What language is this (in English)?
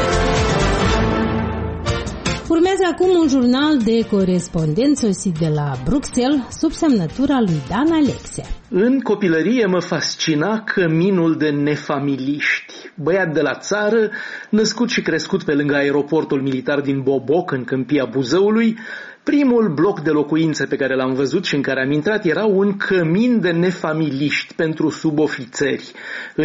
Romanian